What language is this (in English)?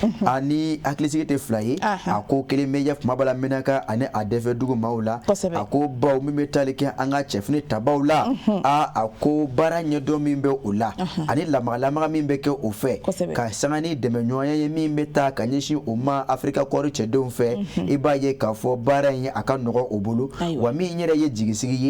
Bambara